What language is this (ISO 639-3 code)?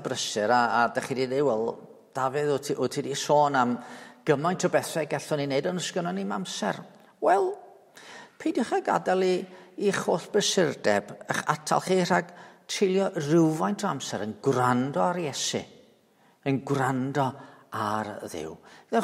cym